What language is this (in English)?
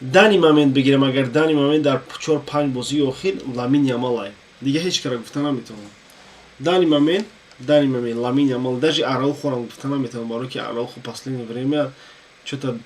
Tajik